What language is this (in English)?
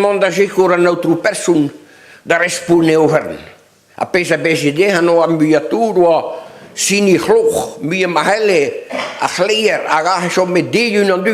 Breton